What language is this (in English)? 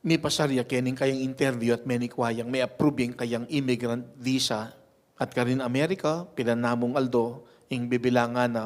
Pampanga